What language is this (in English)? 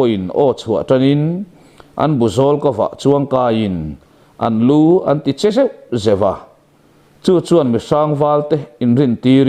Mizo